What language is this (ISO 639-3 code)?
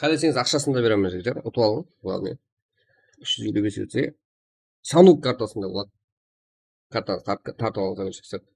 kaa